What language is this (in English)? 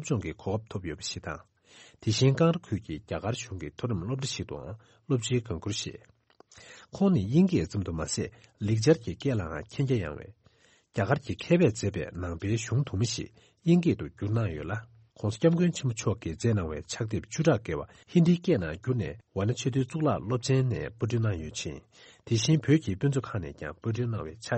Tibetan